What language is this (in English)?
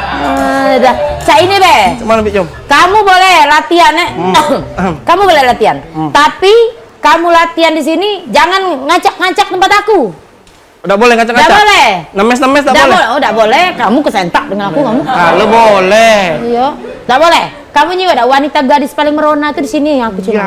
Musi